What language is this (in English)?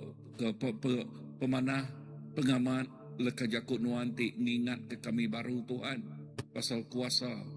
Iban